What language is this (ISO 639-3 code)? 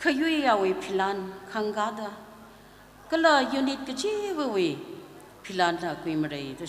nmf